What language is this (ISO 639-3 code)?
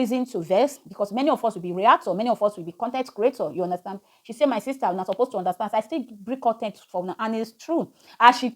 pcm